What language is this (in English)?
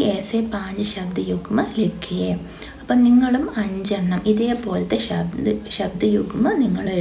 Malayalam